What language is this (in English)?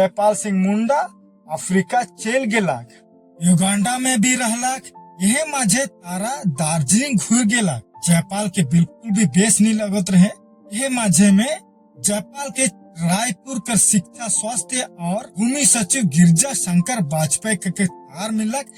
Sadri